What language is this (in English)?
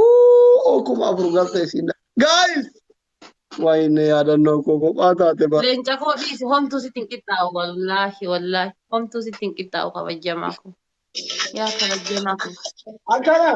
Oromo